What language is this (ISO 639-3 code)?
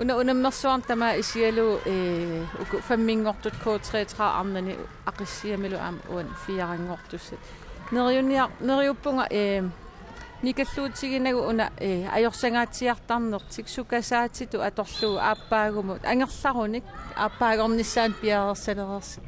kal